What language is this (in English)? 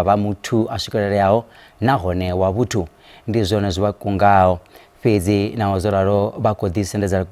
Venda